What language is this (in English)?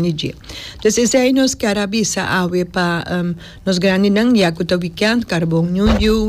Papiamento